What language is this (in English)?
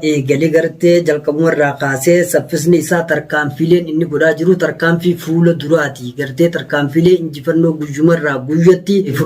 Oromo